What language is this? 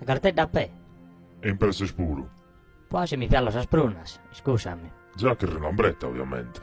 Sardinian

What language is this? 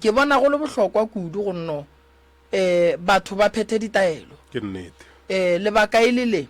Northern Sotho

